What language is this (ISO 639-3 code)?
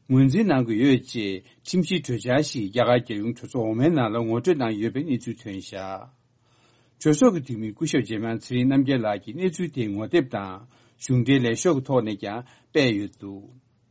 bod